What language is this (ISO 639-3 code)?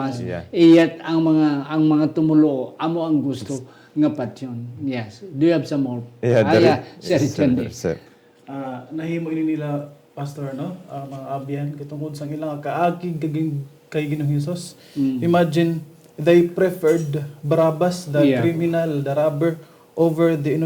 hil